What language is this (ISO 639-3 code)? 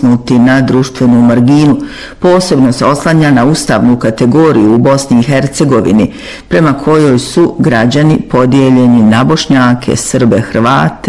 bos